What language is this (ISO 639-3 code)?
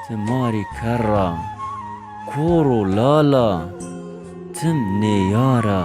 zza